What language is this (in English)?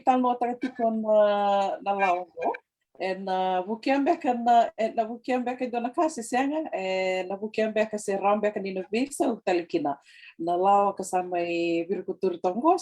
Fijian